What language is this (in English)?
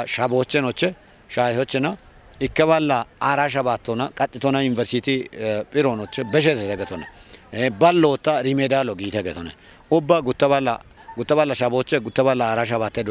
Kafa